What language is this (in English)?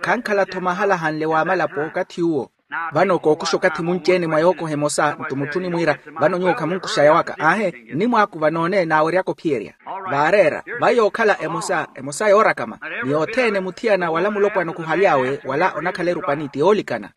Makhuwa